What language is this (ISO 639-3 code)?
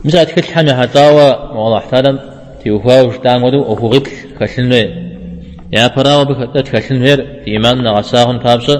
kbd